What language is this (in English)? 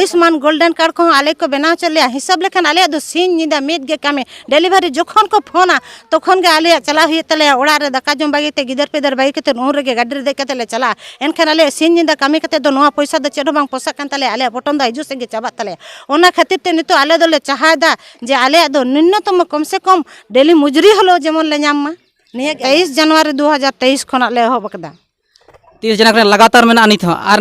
Santali